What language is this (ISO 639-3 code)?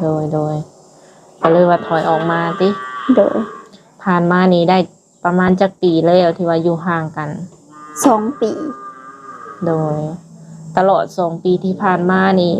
lao